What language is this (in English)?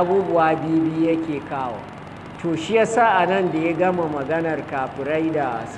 Hausa